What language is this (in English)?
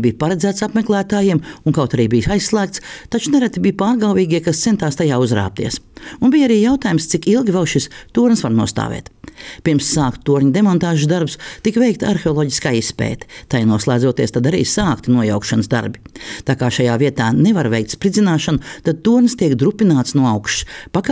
Latvian